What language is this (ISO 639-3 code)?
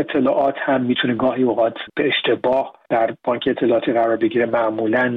fas